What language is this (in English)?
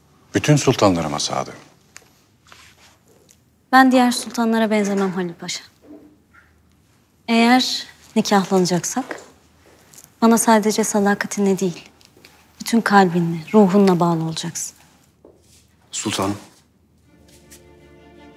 Turkish